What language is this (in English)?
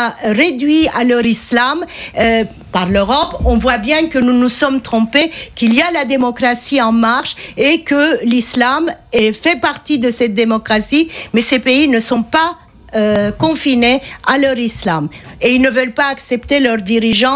French